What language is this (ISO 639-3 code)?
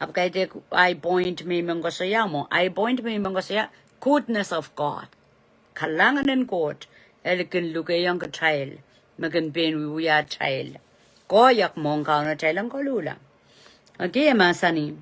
pon